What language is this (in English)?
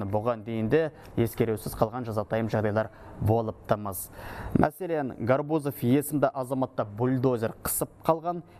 Kazakh